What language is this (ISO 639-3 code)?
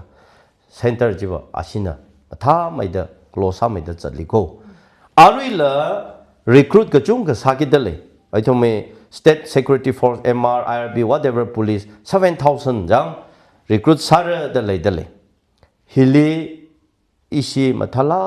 nmf